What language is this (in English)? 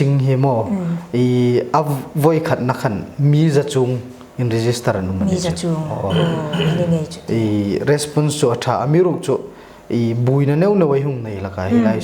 Hmar